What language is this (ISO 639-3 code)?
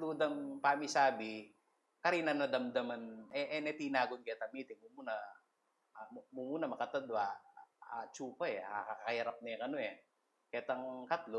pam